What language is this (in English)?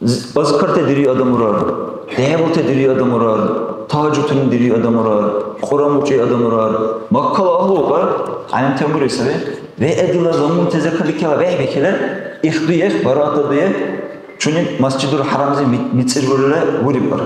Dargwa